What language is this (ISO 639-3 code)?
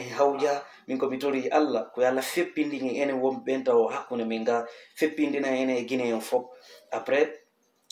ful